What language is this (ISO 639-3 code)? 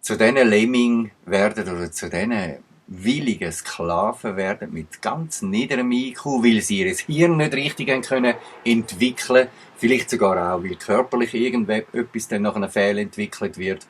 gsw